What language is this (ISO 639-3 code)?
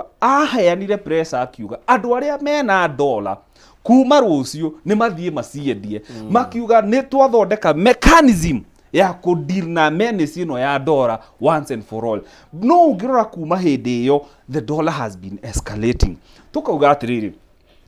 kik